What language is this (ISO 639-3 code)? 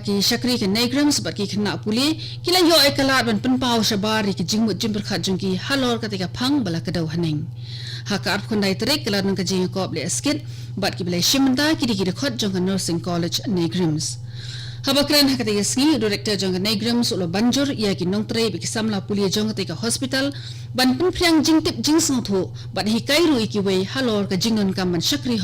kha